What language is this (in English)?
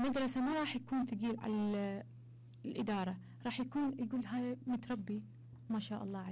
Mesopotamian Arabic